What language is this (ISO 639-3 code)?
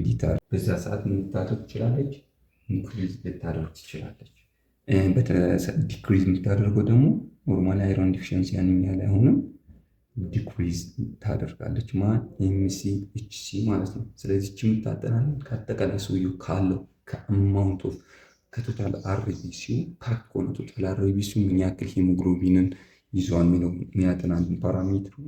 amh